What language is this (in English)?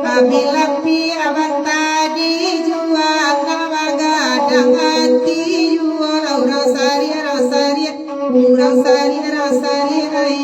Minangkabau